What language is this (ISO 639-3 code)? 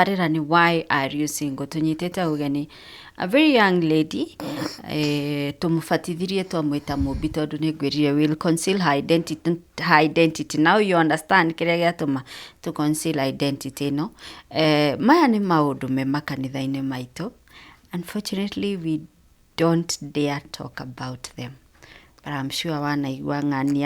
kik